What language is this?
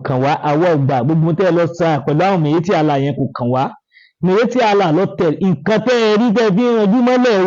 Yoruba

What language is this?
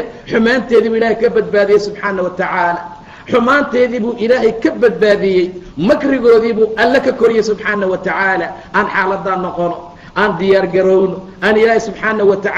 Somali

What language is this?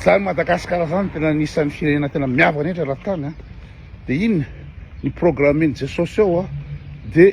Malagasy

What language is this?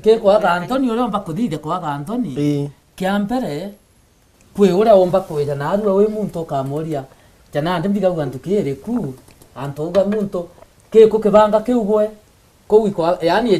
Meru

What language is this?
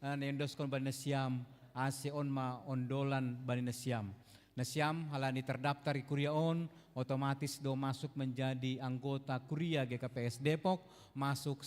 Batak Simalungun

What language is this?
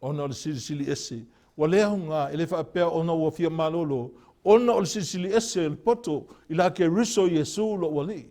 Samoan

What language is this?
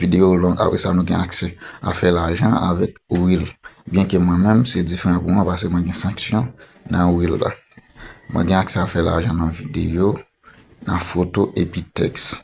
Haitian Creole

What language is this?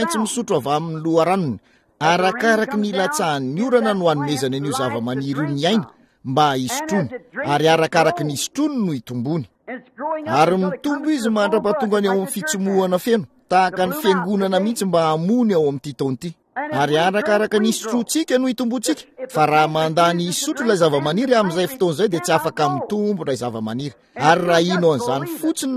Malagasy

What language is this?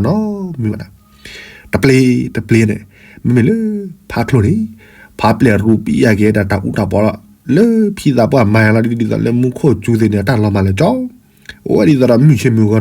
S'gaw Karen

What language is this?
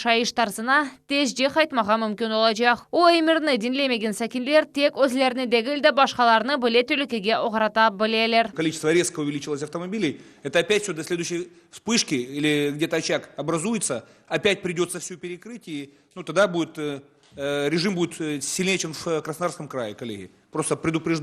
Crimean Tatar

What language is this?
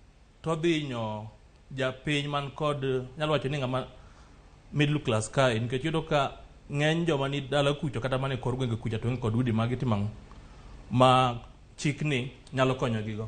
Luo (Kenya and Tanzania)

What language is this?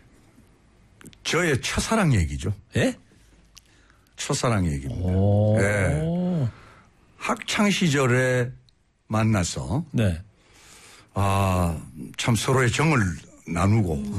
Korean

